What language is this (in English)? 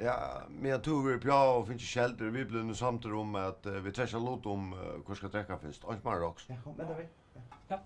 Faroese